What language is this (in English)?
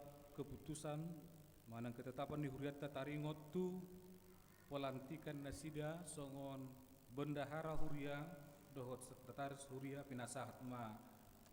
Batak Toba